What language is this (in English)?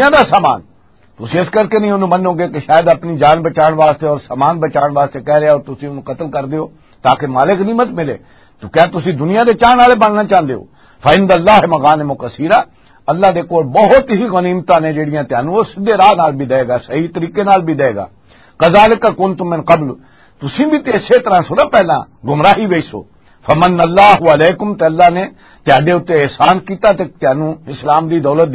Western Panjabi